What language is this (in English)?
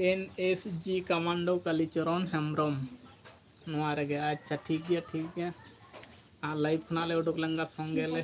Santali